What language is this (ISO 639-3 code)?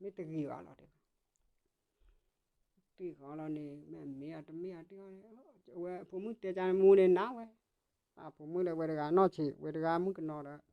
ksw